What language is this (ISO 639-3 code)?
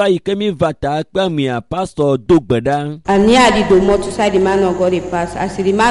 ewe